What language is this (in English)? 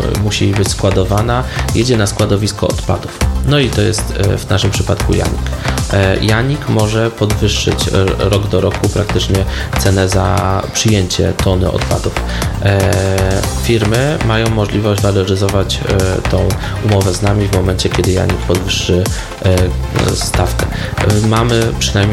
Polish